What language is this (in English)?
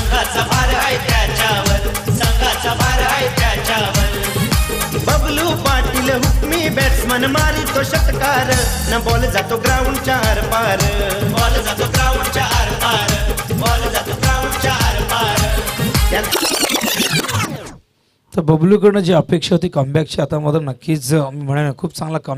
Marathi